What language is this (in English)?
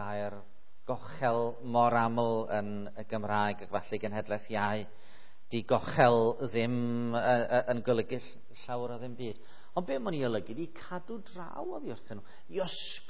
Welsh